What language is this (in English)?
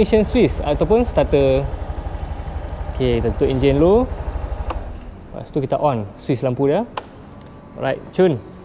Malay